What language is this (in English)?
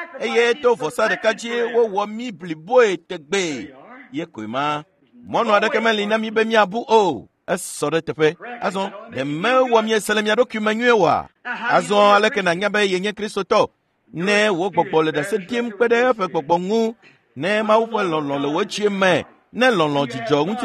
Ewe